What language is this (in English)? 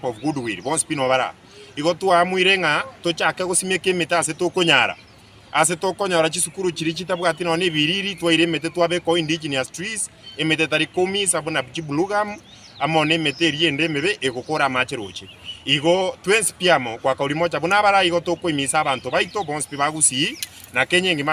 Gusii